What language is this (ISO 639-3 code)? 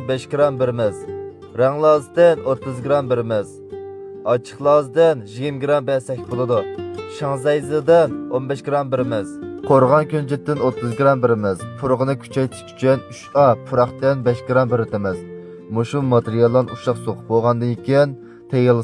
uig